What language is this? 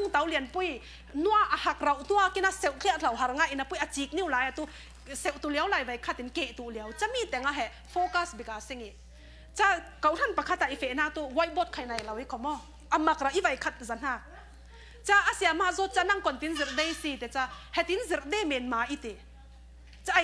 Falam Chin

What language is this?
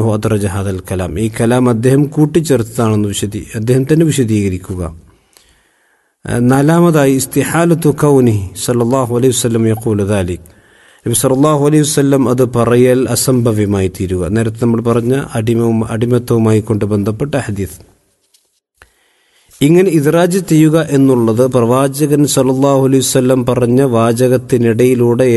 Malayalam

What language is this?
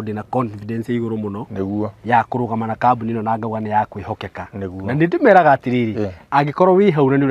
Kikuyu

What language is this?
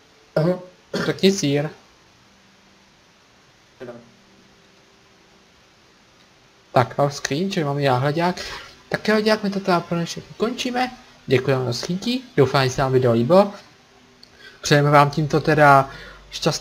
Czech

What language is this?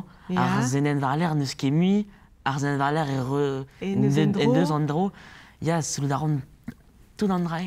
Breton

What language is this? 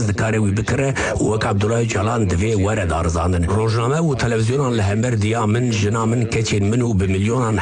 Kurdish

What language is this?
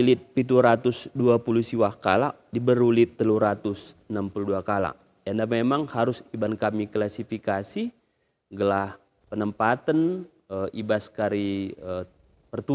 Batak Karo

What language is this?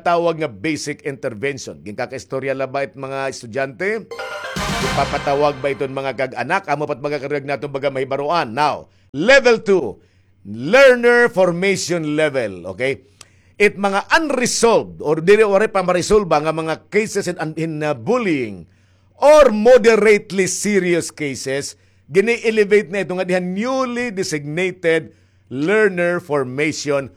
Waray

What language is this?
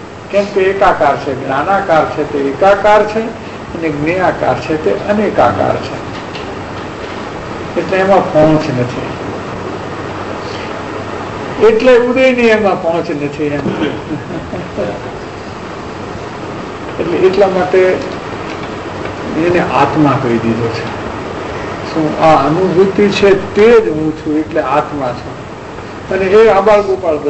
Gujarati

